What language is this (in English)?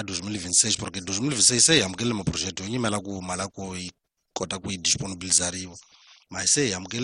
Tsonga